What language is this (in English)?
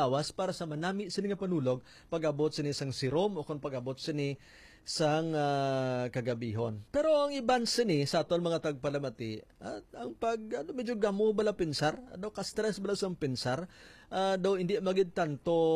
Hiligaynon